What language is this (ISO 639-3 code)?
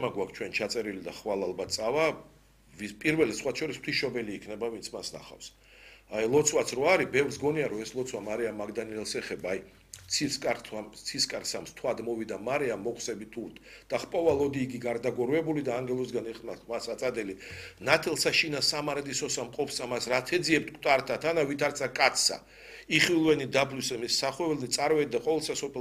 kat